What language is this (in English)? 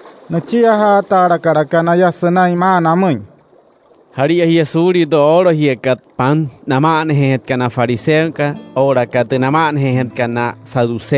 Wayuu